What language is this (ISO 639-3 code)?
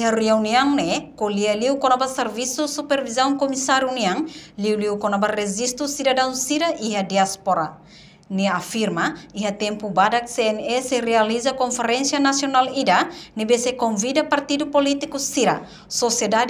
tet